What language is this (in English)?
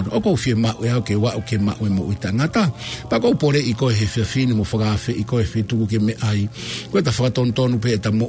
Tongan